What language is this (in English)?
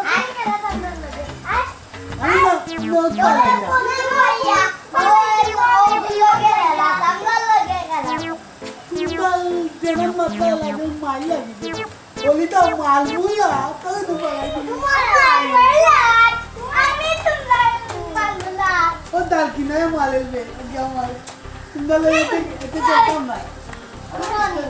Sylheti